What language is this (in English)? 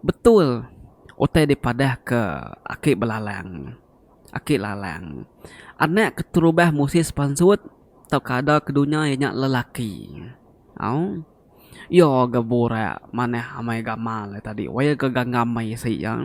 Iban